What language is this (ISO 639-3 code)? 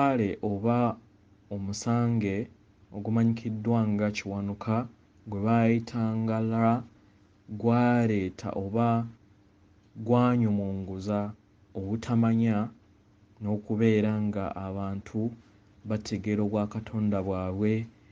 lug